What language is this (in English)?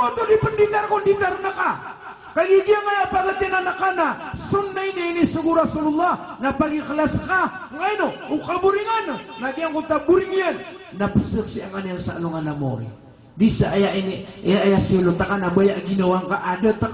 Maranao